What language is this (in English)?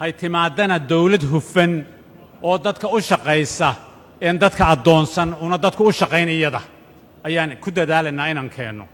Somali